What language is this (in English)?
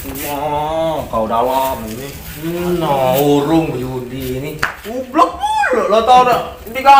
Musi